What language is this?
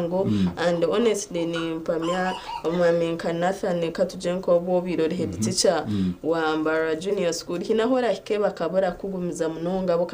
Nyankole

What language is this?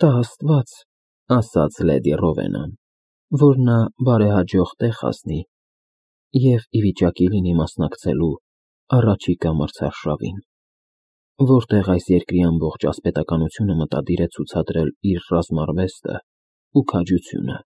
Armenian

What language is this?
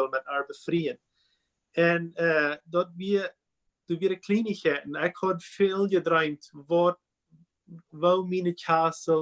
Plautdietsch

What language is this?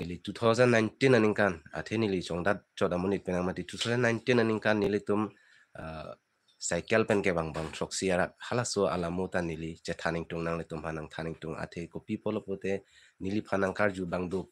Karbi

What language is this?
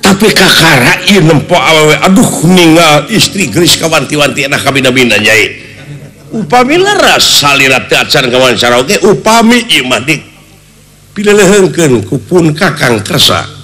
Sundanese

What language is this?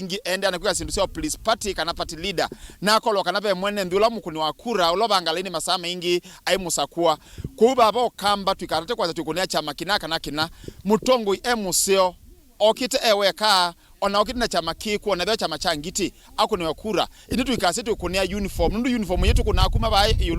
Kamba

